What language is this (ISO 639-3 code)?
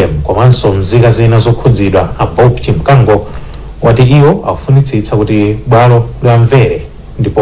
nya